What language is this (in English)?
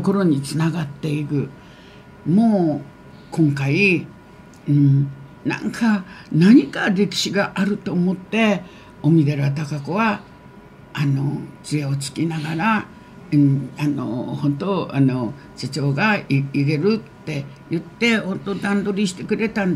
Japanese